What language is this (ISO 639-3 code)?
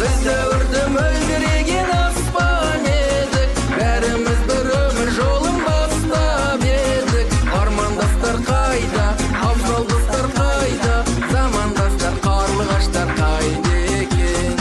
kaa